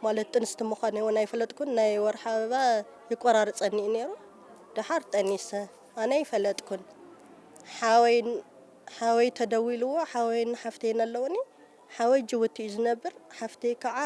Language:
Tigrinya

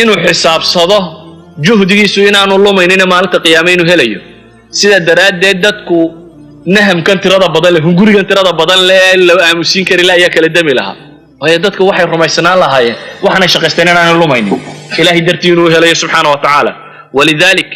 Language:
Somali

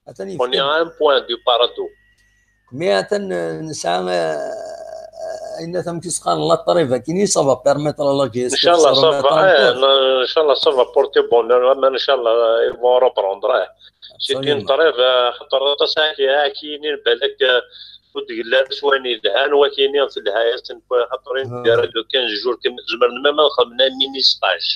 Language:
Kabyle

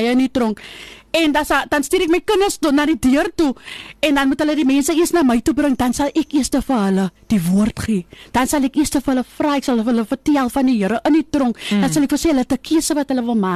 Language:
Afrikaans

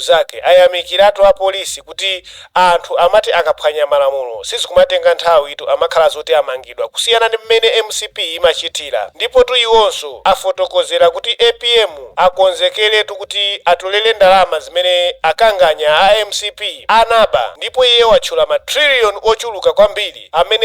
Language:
Nyanja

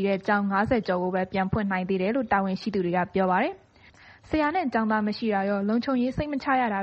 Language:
Burmese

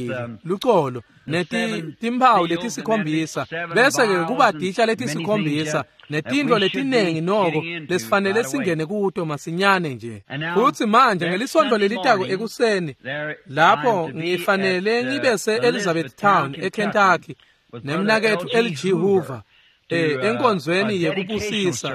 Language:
Swati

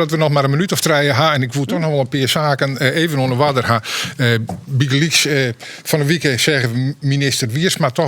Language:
Western Frisian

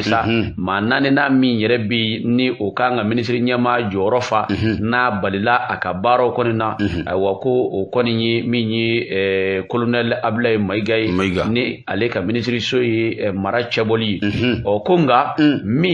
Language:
Bambara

